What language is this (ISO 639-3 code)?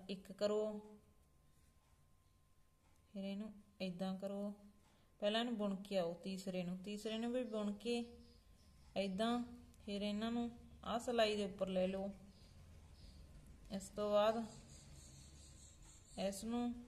pan